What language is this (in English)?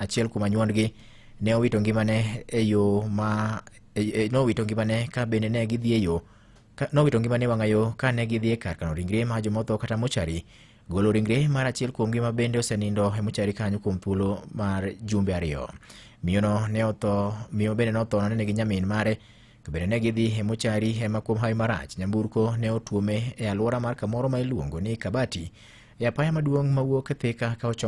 Luo (Kenya and Tanzania)